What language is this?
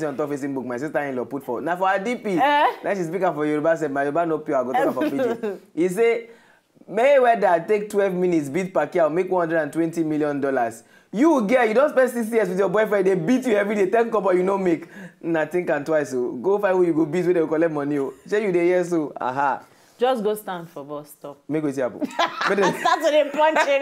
Nigerian Pidgin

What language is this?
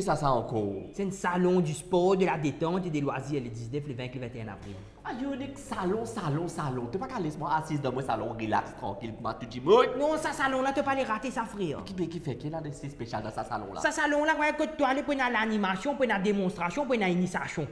Morisyen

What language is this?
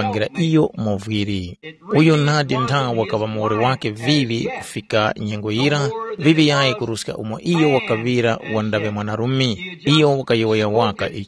Tumbuka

